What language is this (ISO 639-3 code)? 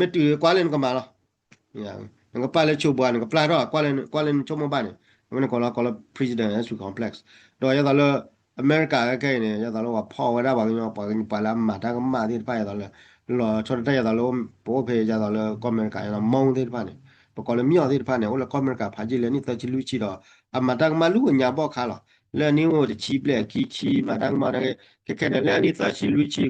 ksw